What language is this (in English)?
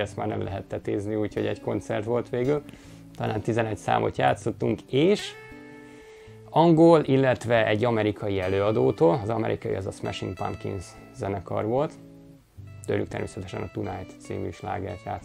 Hungarian